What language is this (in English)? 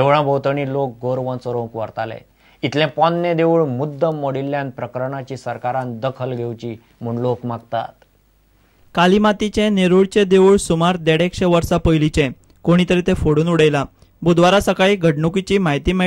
Konkani